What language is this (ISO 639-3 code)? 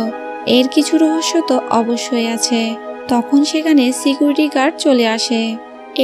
ben